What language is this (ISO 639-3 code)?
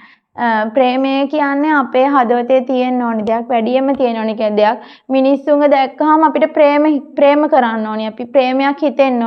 sin